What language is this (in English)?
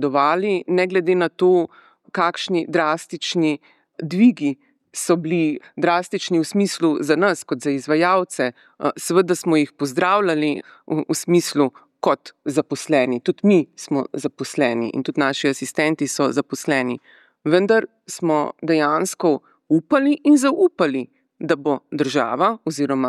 Slovenian